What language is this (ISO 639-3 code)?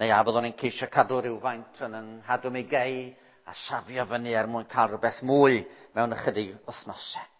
cym